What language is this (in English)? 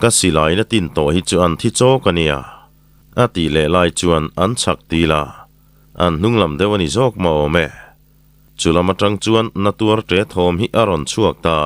Mizo